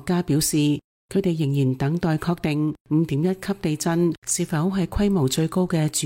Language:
Cantonese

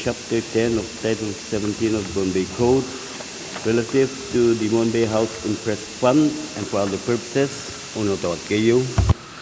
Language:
Pohnpeian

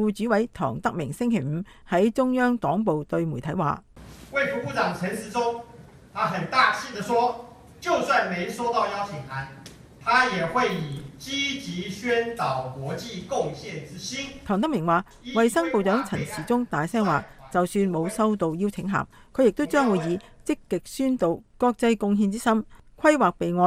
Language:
Cantonese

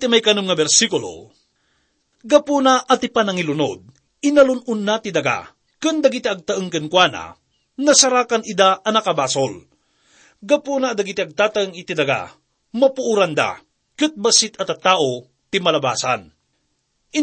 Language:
Iloko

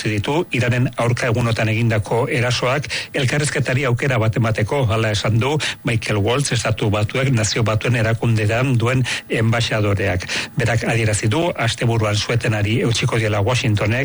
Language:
Basque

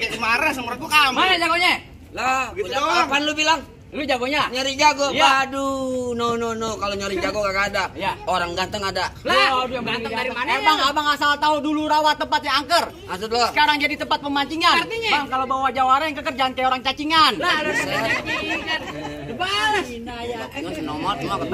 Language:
Betawi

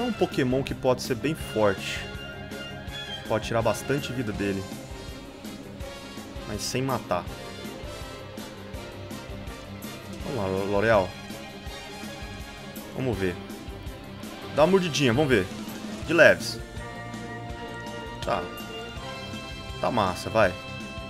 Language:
Portuguese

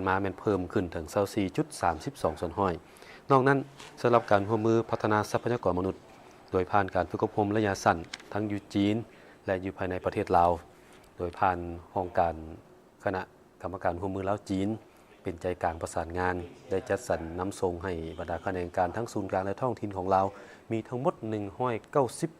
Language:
Lao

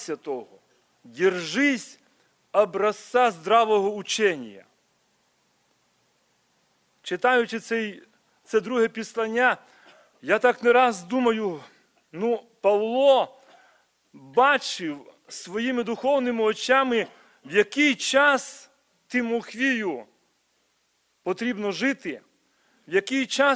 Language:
Ukrainian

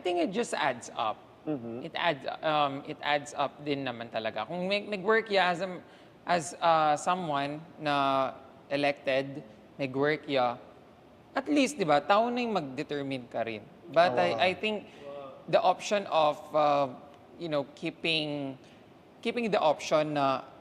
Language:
Pampanga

